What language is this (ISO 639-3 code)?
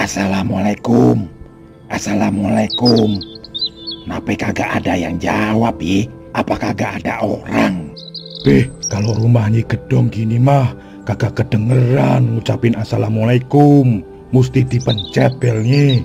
bew